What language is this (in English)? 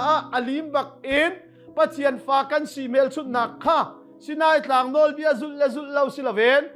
Hakha Chin